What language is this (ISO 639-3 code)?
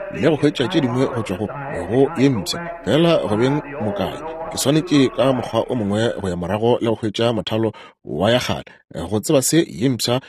nso